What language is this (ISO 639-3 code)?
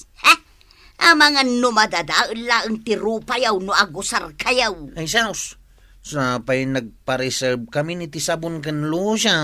ilo